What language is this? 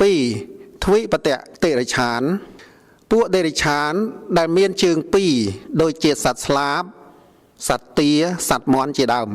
Khmer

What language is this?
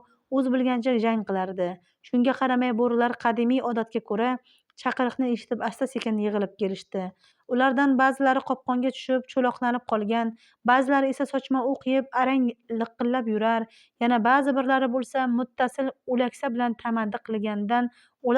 Uzbek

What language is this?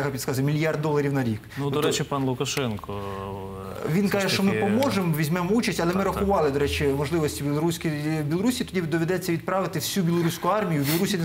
Ukrainian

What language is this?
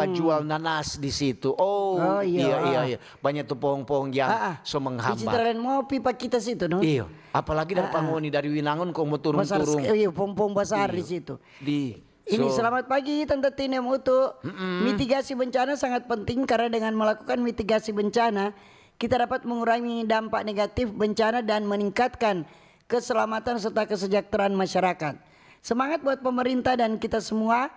Manado Malay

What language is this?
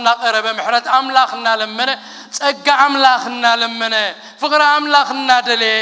Tigrinya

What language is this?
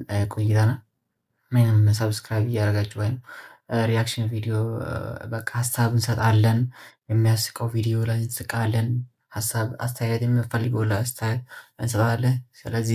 Amharic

